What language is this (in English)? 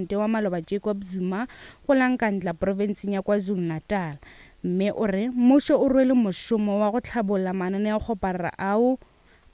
Northern Sotho